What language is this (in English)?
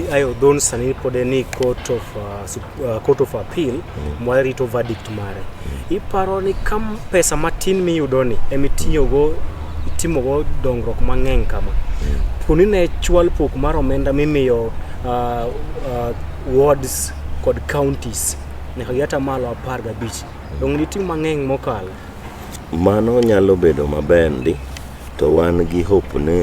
Luo (Kenya and Tanzania)